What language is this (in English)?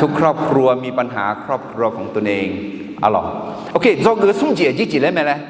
Akha